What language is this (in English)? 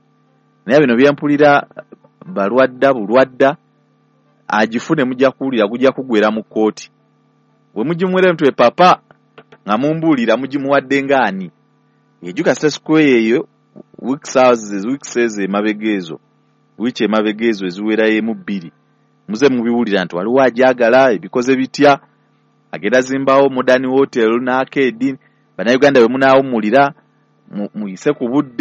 Ganda